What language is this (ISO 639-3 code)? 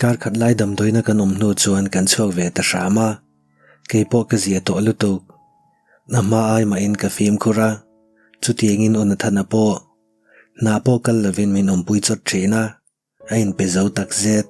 lus